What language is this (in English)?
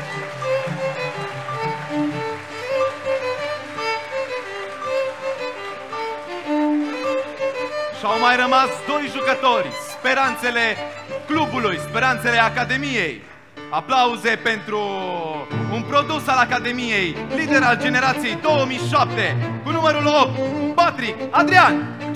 Romanian